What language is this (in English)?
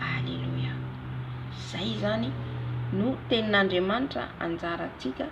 Malagasy